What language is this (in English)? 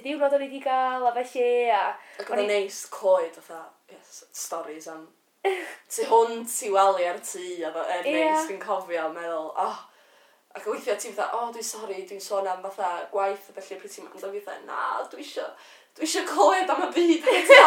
Welsh